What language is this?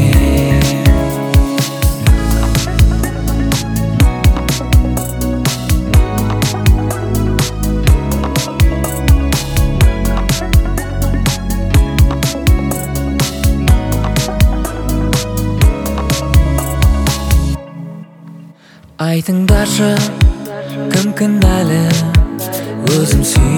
Kazakh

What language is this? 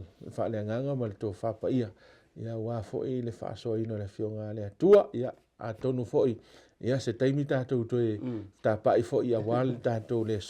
Samoan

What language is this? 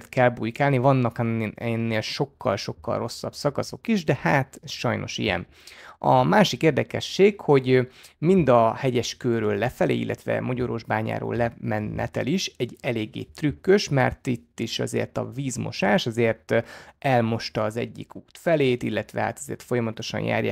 Hungarian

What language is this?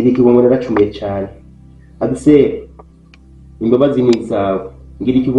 Rundi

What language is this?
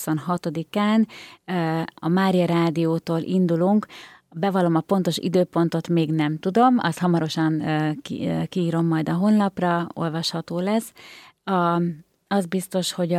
Hungarian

